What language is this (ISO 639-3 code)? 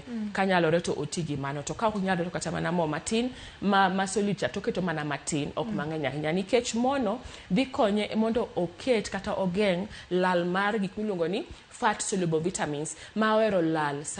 luo